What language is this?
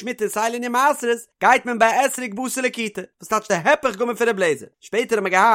Yiddish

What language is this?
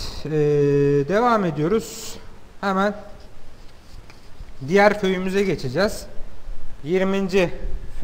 Turkish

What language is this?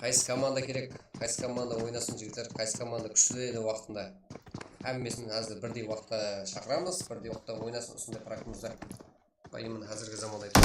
Kara-Kalpak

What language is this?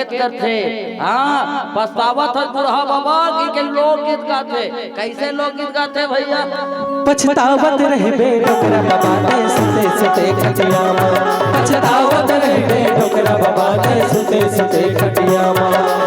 Chhattisgarhi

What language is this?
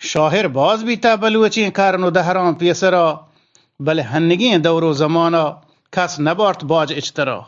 Eastern Balochi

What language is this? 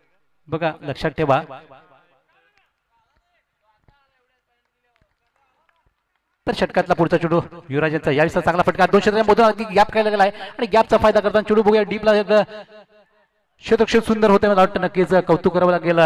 Marathi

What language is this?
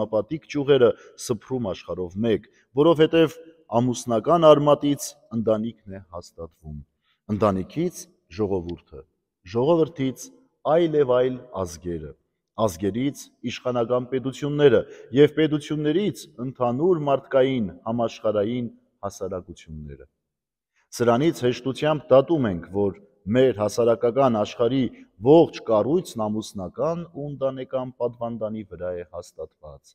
Armenian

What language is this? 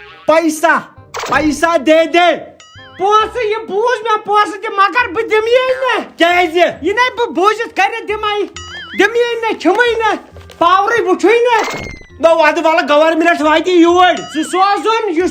Kashmiri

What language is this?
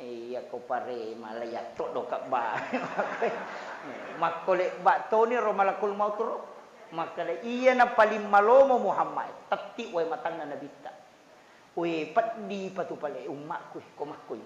Buginese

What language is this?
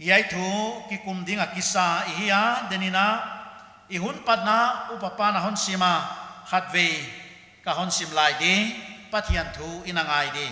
Paite Chin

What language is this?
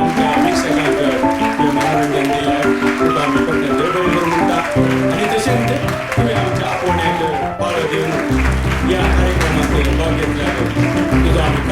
Konkani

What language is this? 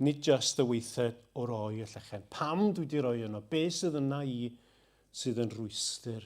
Welsh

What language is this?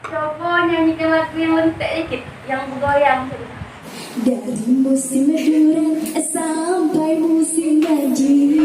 Musi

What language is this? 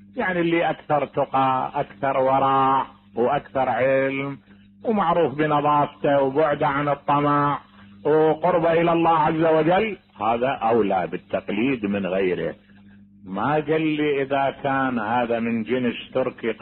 Mesopotamian Arabic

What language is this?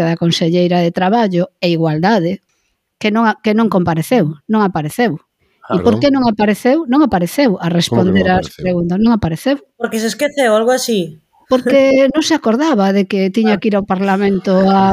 Galician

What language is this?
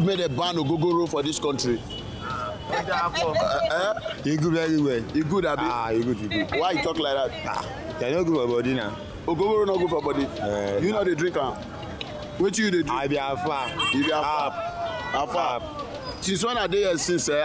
Nigerian Pidgin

